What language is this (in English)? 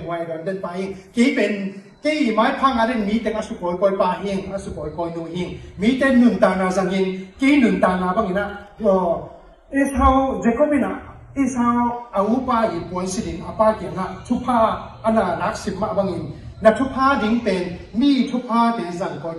Tedim Chin